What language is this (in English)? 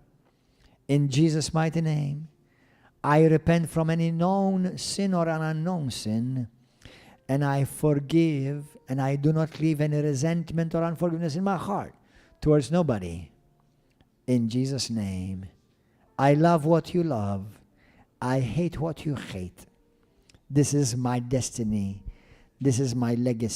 English